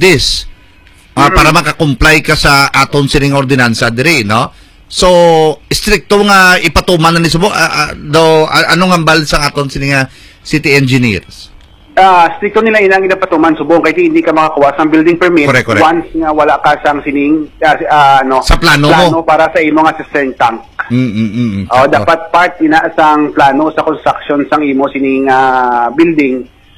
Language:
Hiligaynon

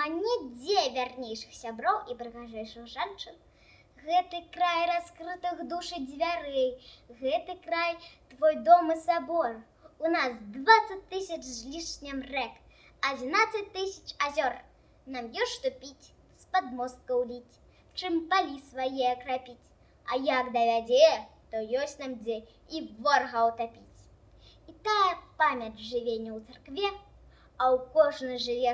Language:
Belarusian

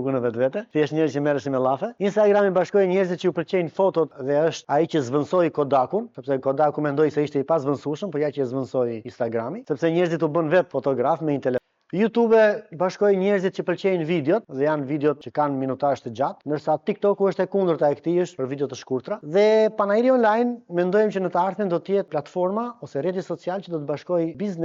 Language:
Albanian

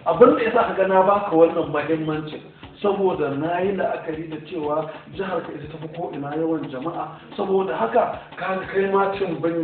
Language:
Hausa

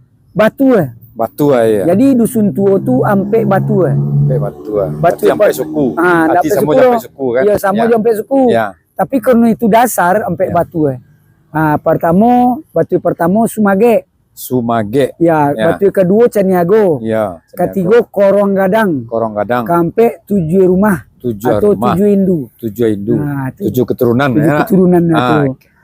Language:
Minangkabau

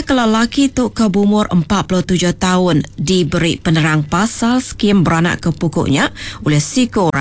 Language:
Iban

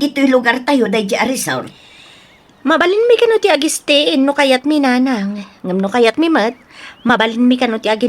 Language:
Iloko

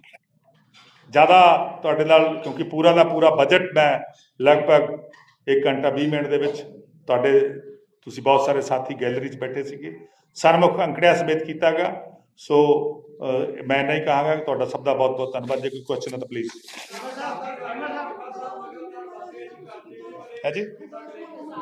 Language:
Punjabi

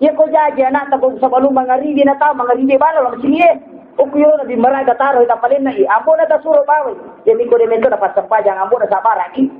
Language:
Buginese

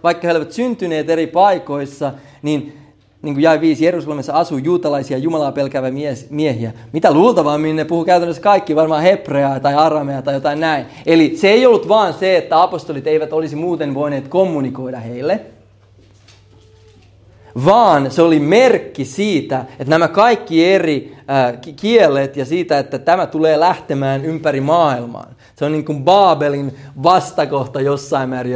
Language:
Finnish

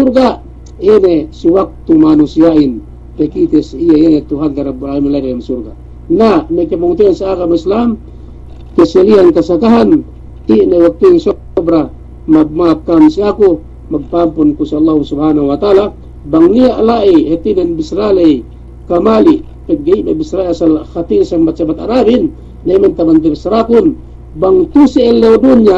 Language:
Yakan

